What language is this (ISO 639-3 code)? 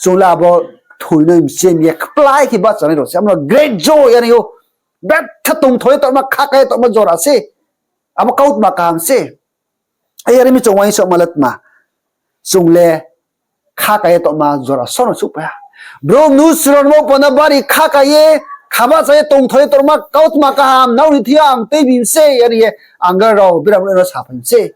ria